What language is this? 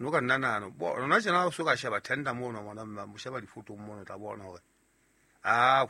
Southern Sotho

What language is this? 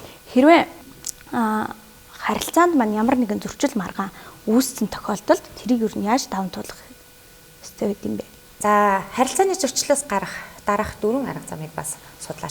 Mongolian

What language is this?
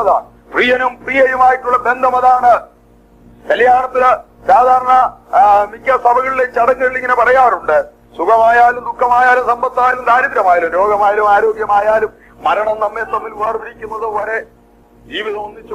Malayalam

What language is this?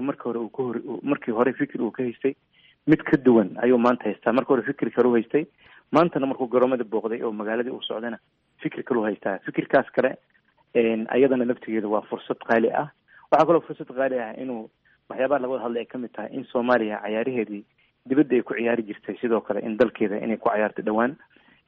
Somali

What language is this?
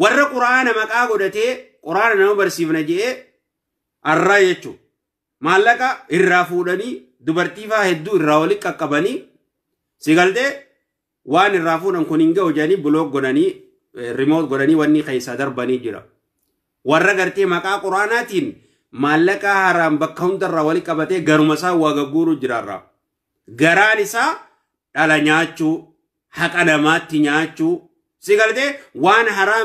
Oromo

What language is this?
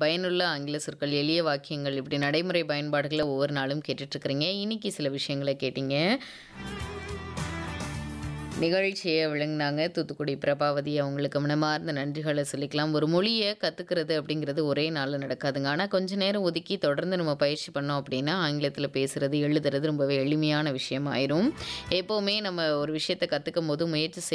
Tamil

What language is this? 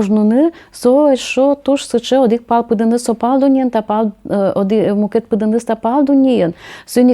Udmurt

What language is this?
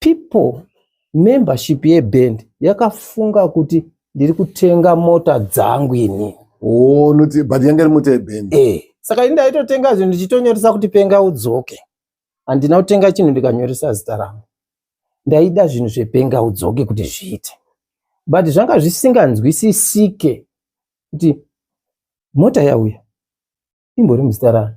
Shona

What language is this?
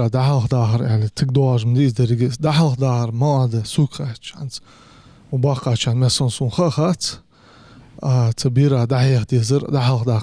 Ingush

